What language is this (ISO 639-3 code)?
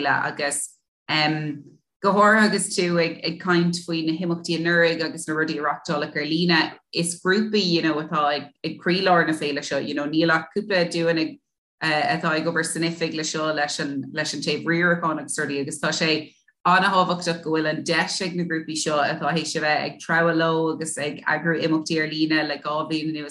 gle